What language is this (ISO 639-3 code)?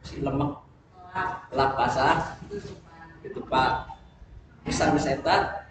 sun